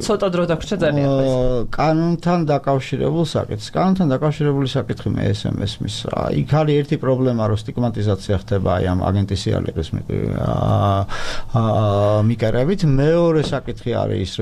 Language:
Georgian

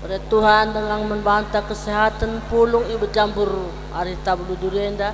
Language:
Batak Karo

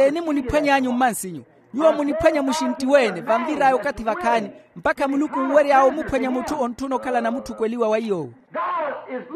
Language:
Makhuwa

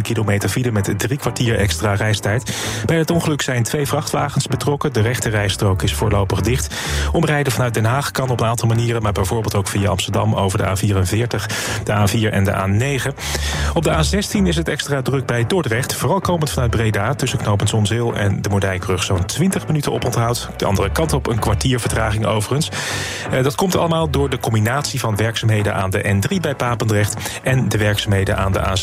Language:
Dutch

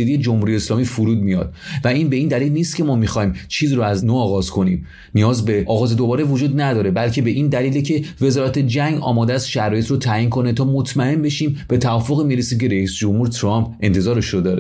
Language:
Persian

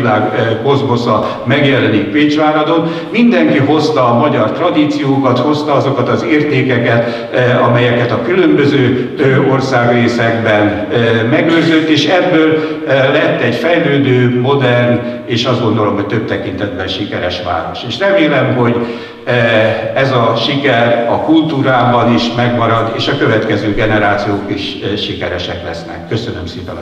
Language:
Hungarian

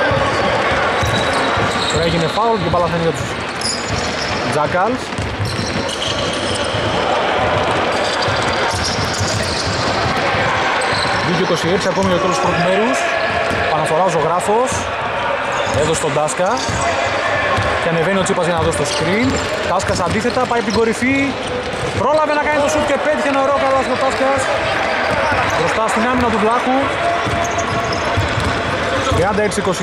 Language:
Greek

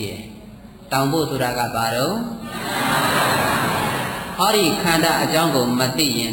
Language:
Burmese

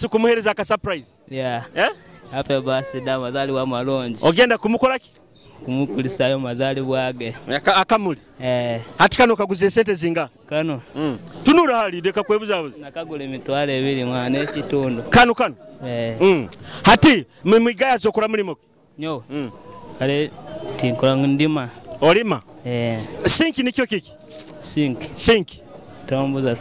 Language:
Nyoro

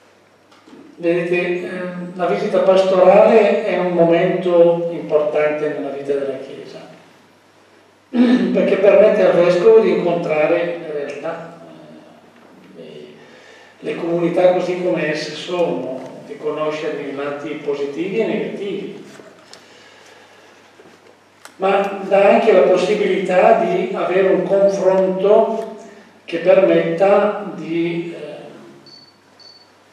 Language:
Italian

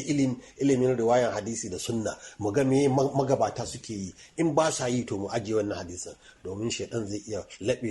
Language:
Hausa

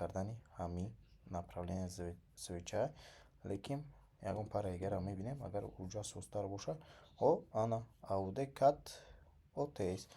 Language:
Tajik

